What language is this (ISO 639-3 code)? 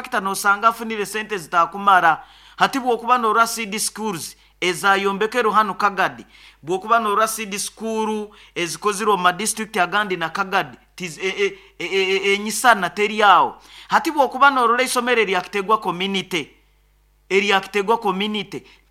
nyo